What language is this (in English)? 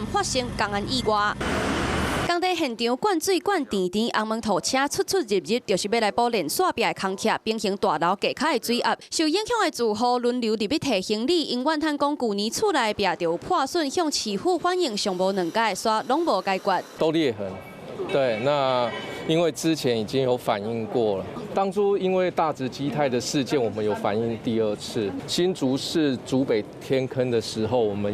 Min Nan Chinese